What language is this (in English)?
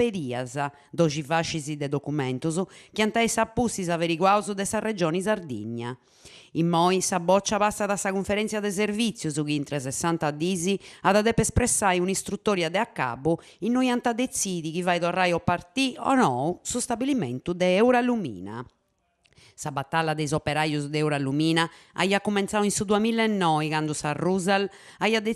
Sardinian